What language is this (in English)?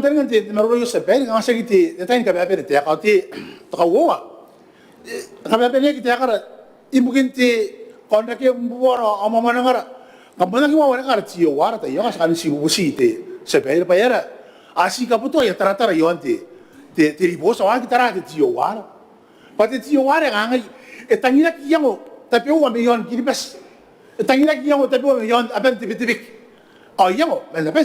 Gilbertese